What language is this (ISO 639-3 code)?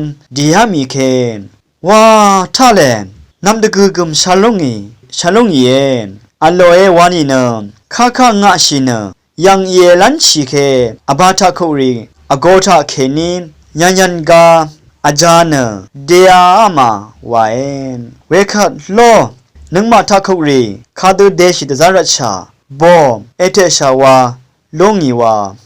raw